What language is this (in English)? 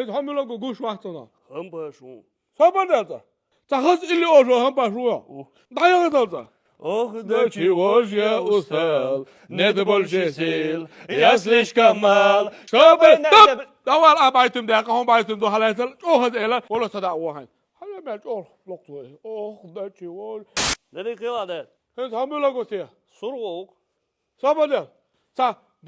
Chechen